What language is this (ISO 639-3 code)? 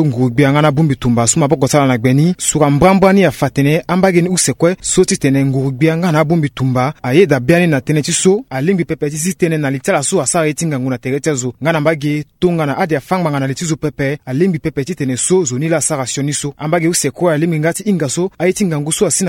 sag